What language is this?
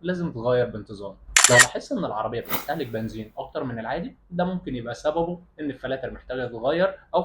Egyptian Arabic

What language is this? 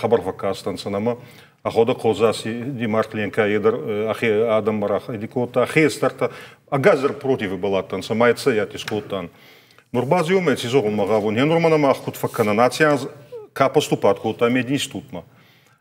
Ossetic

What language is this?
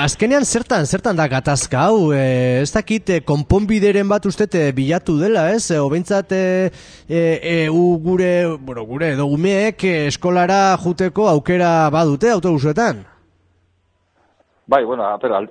Basque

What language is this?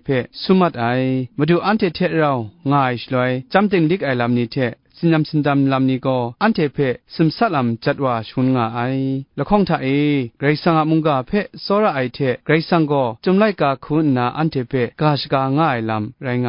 Kachin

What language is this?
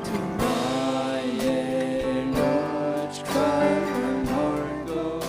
Faroese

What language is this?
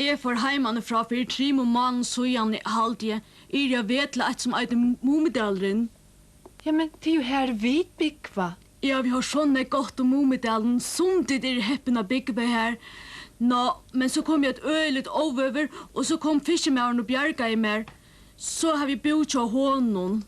Faroese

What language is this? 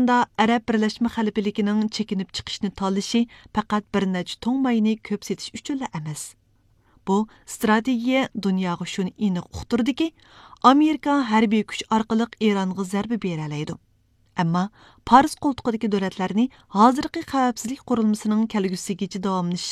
Uyghur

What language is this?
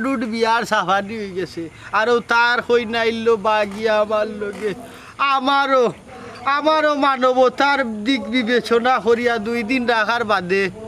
Sylheti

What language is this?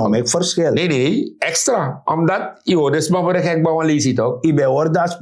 Sranan Tongo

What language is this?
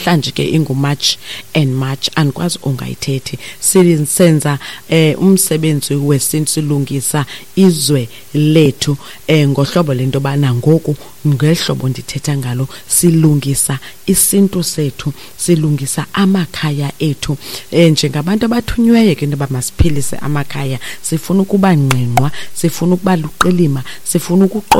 Xhosa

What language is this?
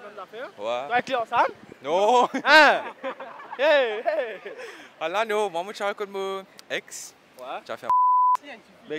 Morisyen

